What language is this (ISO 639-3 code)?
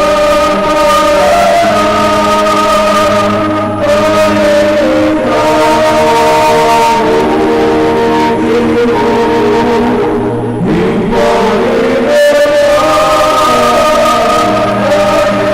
pam